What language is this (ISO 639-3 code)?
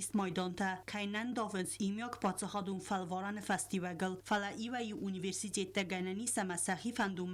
oss